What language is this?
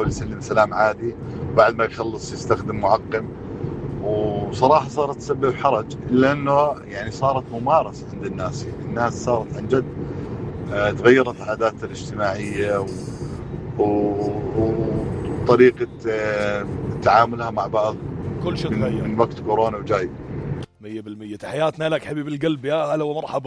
North Levantine Arabic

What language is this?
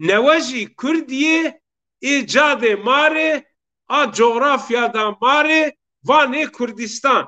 Zaza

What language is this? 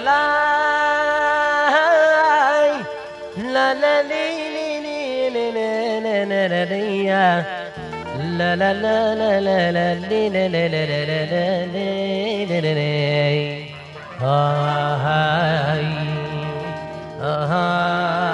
Hebrew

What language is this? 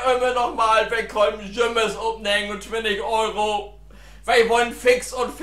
Low German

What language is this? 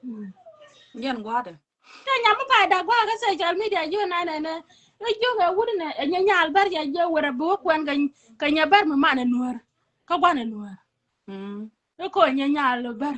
Nuer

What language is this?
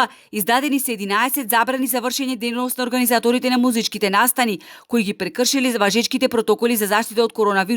Macedonian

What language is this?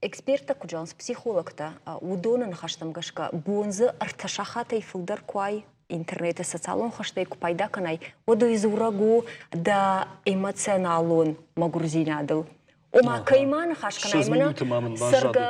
Ossetic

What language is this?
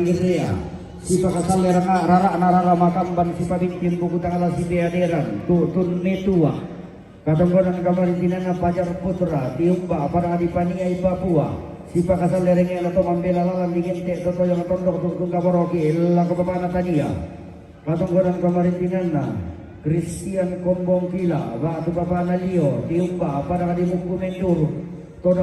Toraja-Sa'dan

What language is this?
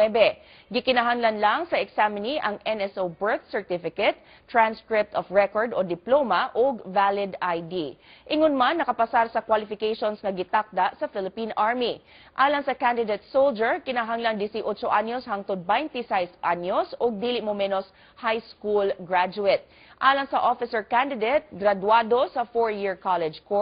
Cebuano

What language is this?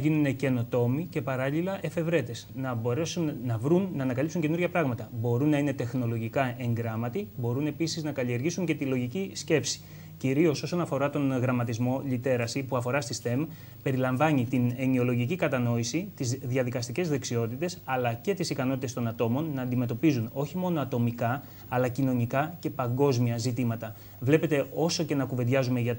Greek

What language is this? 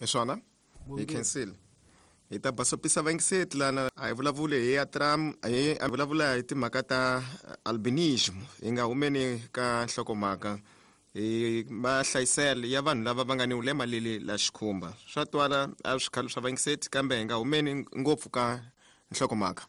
Tsonga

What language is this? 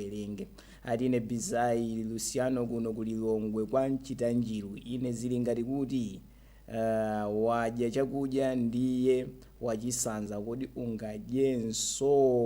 Nyanja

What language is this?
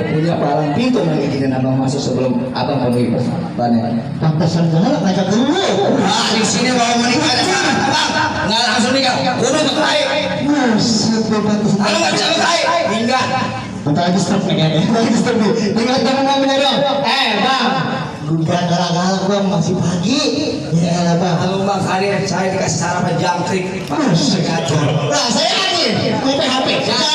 Betawi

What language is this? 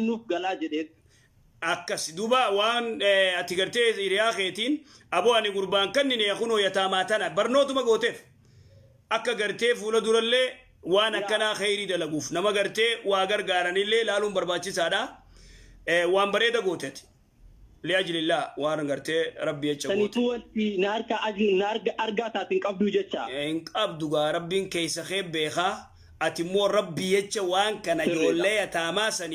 Oromo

